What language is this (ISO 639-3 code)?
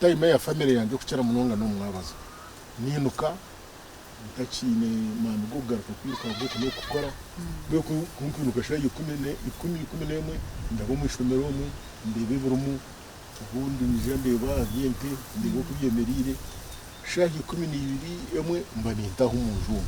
nyn